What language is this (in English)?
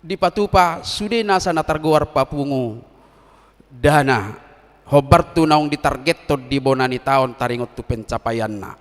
Batak Toba